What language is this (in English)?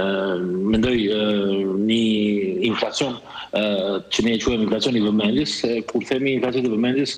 Albanian